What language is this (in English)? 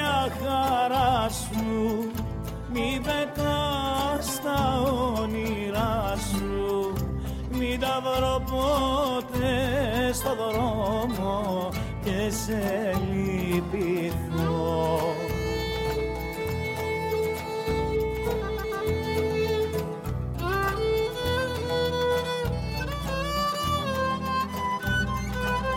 Greek